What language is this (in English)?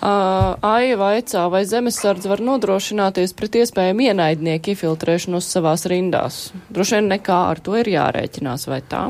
Latvian